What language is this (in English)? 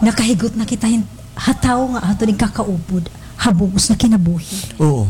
Waray